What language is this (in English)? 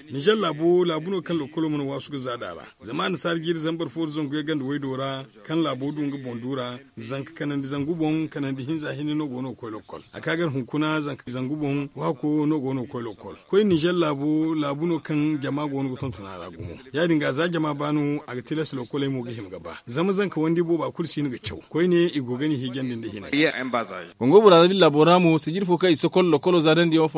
Zarma